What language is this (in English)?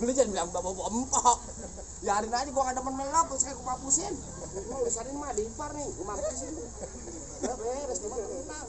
Betawi